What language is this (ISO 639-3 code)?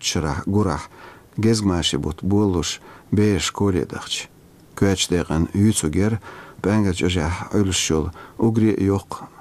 che